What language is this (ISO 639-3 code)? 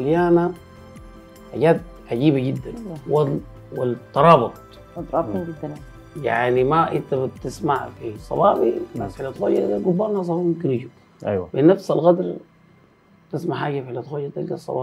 apd